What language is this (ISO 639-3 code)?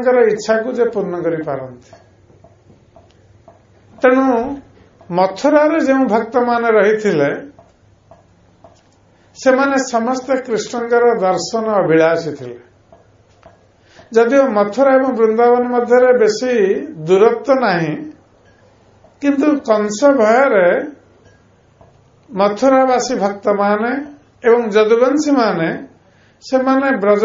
ori